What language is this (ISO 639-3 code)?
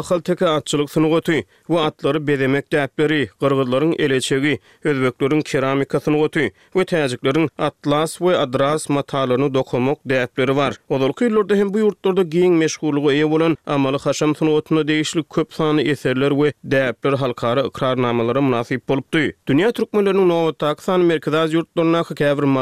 tuk